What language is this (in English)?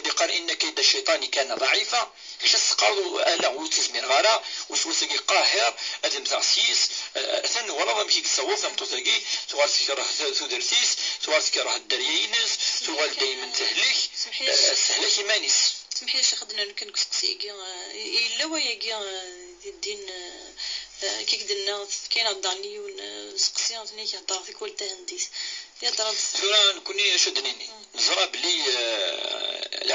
Kabyle